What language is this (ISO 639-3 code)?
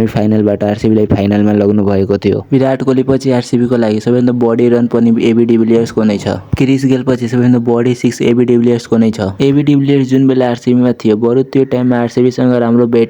nep